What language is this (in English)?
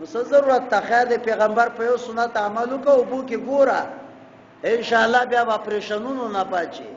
Pashto